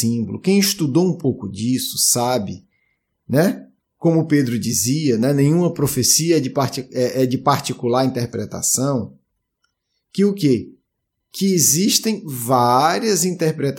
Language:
Portuguese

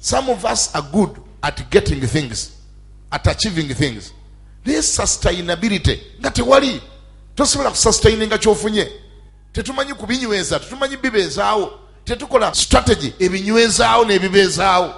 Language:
Ganda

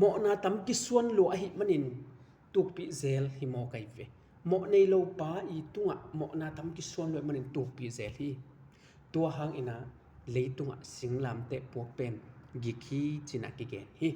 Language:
Tedim Chin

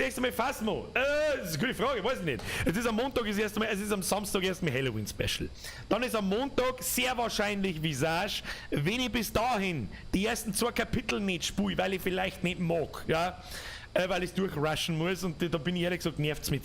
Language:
Bavarian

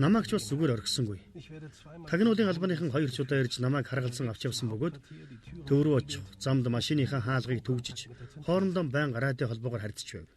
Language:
Mongolian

